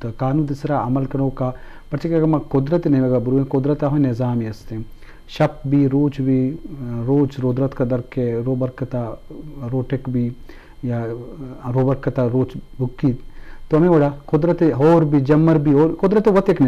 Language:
Eastern Balochi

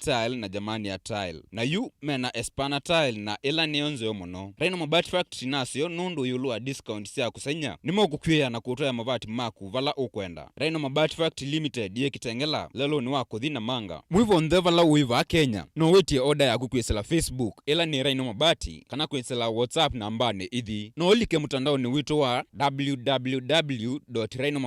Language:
Kamba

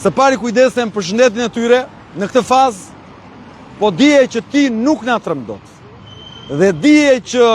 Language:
Albanian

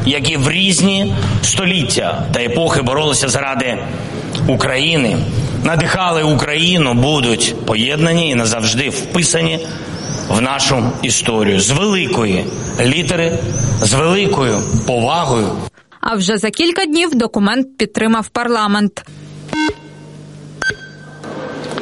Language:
Ukrainian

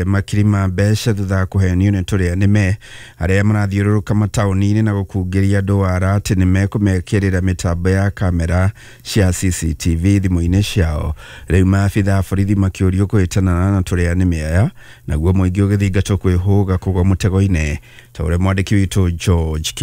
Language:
Kikuyu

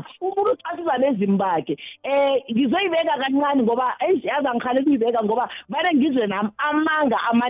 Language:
South Ndebele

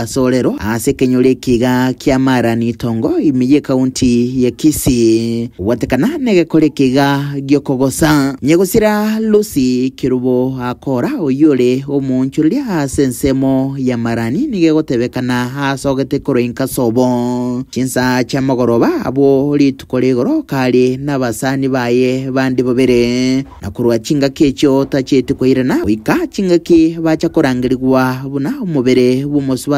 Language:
Gusii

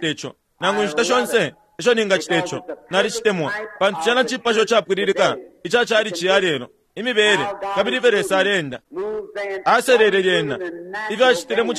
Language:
Bemba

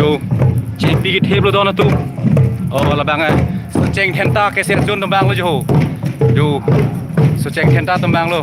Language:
Karbi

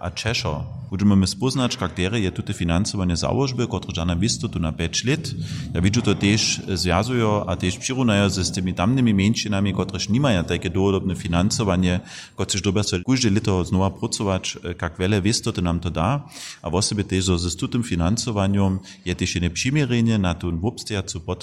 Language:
Upper Sorbian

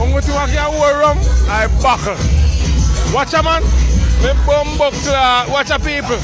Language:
Jamaican Creole English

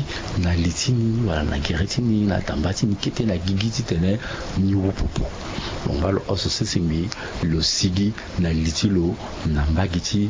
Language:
Sango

